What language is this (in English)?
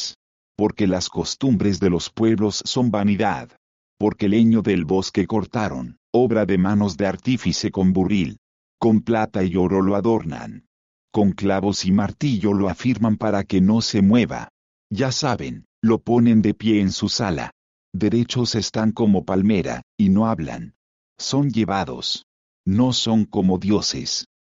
Spanish